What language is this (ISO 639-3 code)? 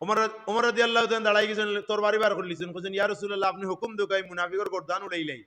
syl